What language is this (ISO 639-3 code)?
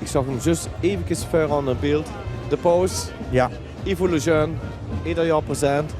lim